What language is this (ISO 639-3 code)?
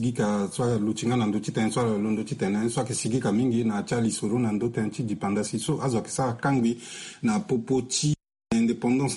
sag